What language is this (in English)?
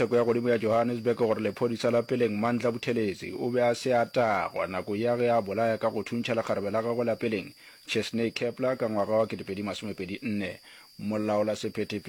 Northern Sotho